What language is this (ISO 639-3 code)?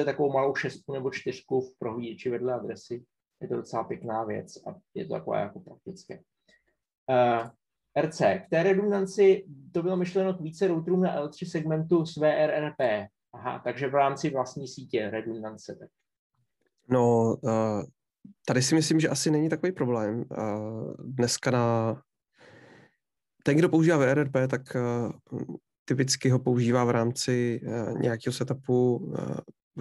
ces